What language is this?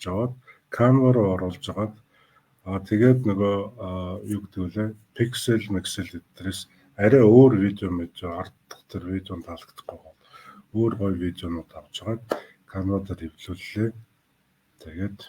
Mongolian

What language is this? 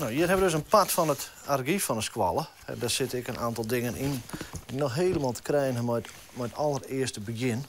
Western Frisian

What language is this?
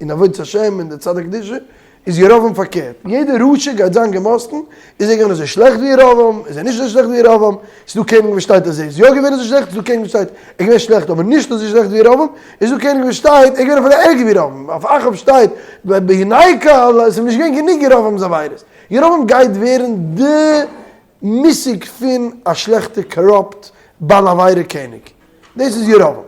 Yiddish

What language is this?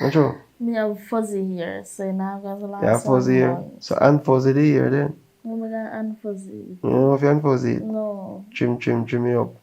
Jamaican Creole English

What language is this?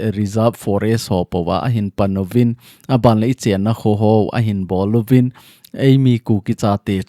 Thado Chin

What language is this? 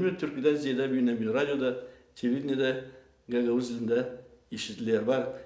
Gagauz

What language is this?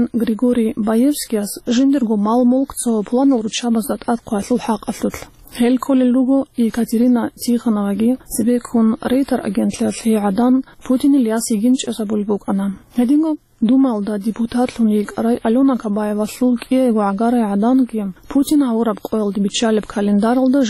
Avaric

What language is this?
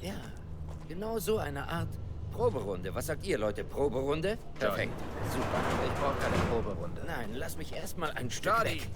Bavarian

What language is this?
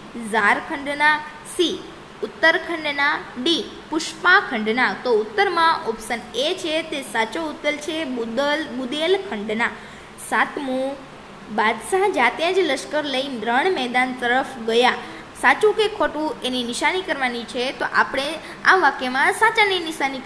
Gujarati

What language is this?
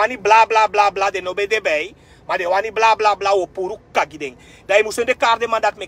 Sranan Tongo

